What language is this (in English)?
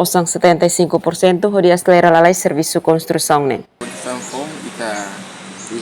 Tetum